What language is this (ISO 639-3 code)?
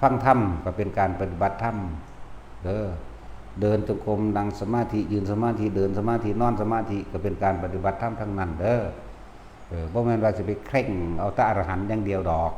tts